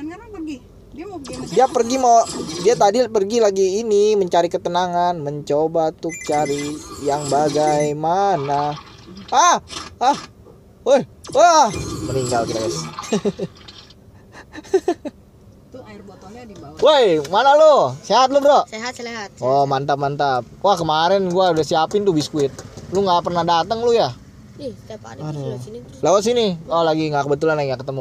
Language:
Indonesian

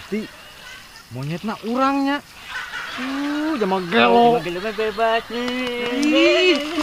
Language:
Sundanese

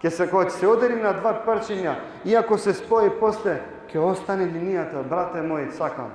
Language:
Balkan Romani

